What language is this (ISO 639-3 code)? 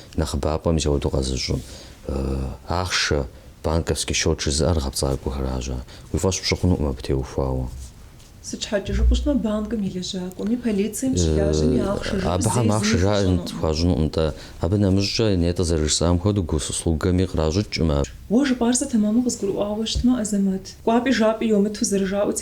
kbd